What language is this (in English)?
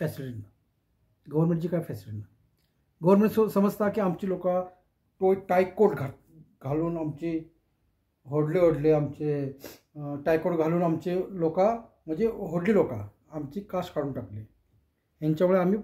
Konkani